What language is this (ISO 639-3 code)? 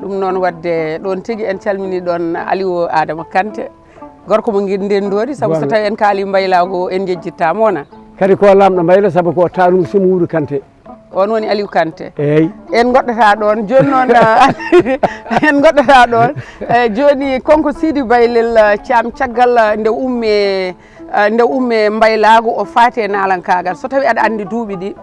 ful